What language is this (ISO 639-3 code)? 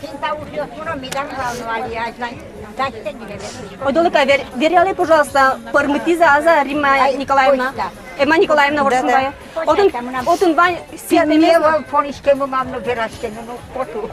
udm